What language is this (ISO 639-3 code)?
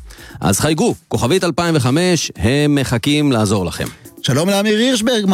heb